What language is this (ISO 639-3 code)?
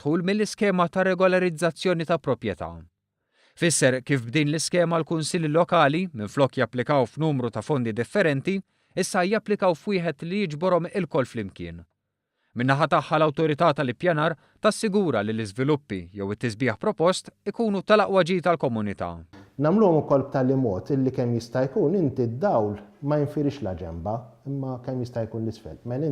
mlt